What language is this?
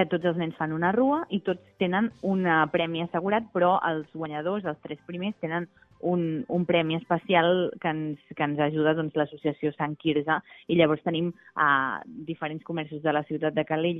Catalan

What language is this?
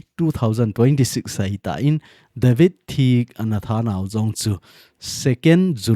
Thado Chin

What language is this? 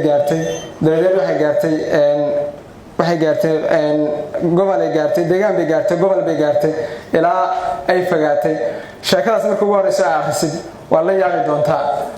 Somali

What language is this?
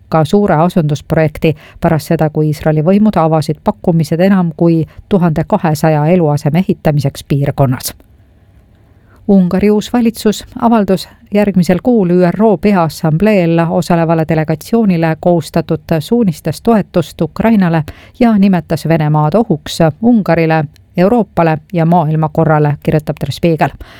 Estonian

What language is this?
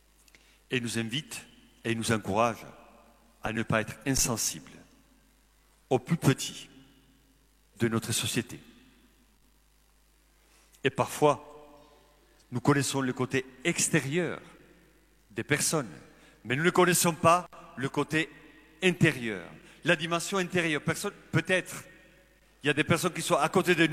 French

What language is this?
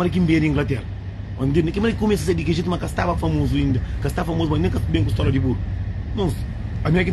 Kabuverdianu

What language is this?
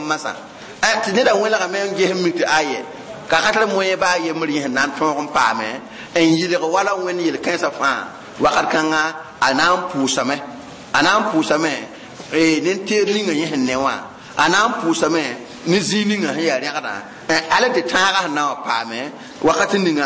Mossi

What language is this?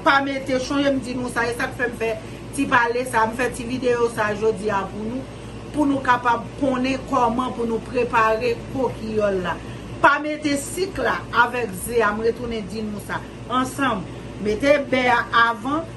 Haitian Creole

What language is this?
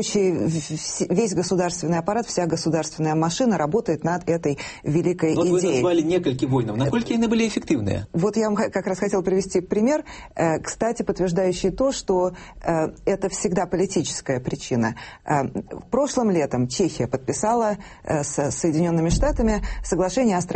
Belarusian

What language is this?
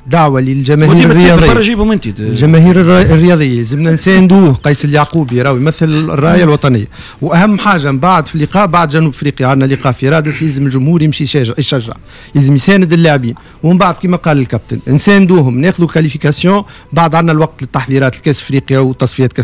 Tunisian Arabic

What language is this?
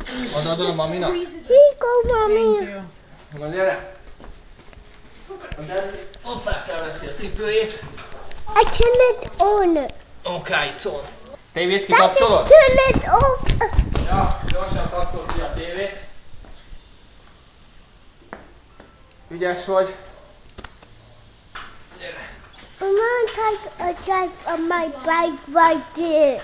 Hungarian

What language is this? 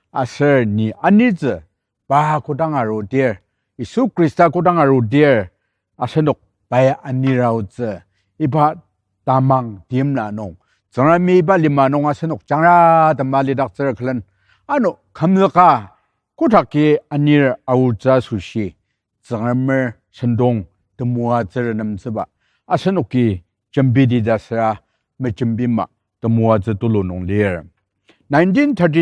Ao Naga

